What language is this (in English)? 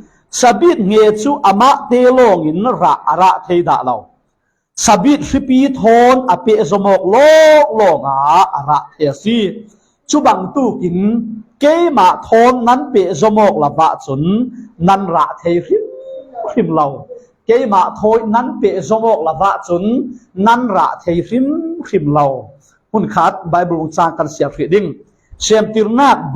Falam Chin